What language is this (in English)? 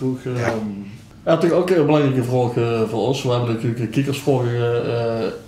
Limburgish